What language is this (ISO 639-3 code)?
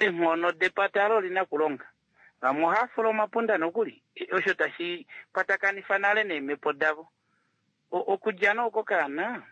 kua